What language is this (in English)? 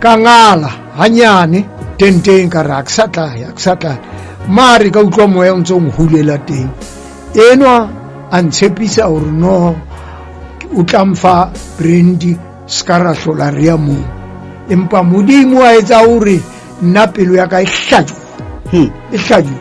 Southern Sotho